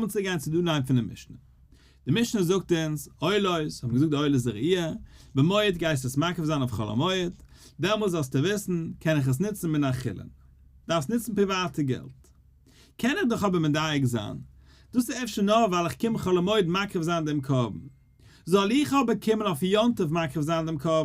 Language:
Yiddish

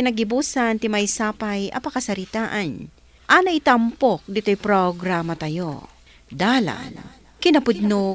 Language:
Iloko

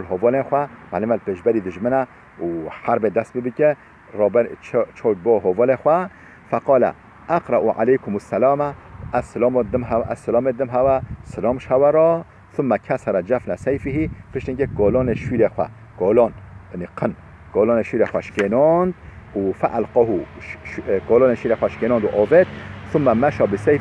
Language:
Kurdish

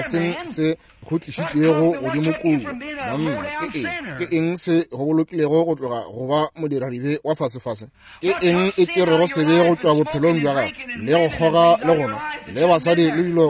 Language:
Northern Sotho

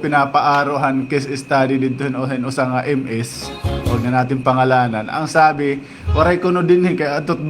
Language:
Waray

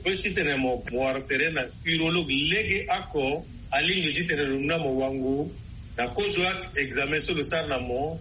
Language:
Sango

